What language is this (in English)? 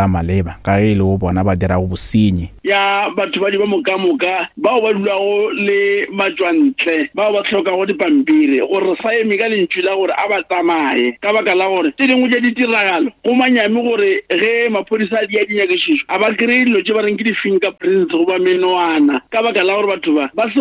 Northern Sotho